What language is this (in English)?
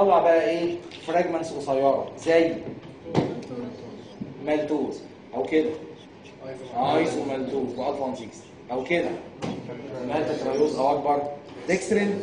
Egyptian Arabic